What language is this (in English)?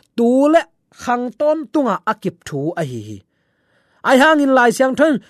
Tedim Chin